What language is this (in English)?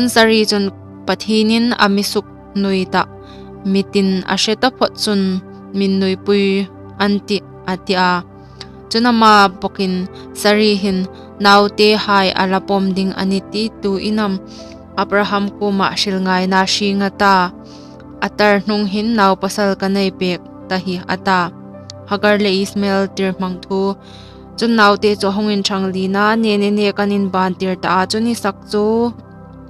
Hmar